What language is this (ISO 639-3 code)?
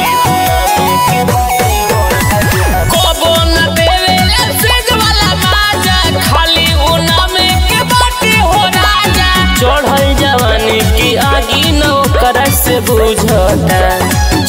bho